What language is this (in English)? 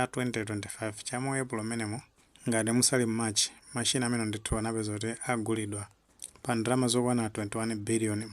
Nyanja